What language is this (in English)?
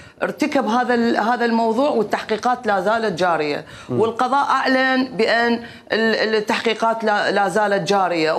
Mesopotamian Arabic